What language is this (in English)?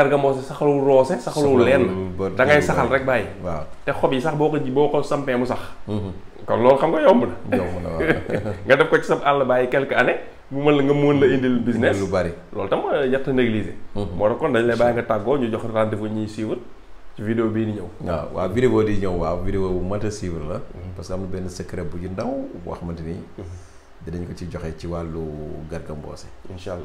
Wolof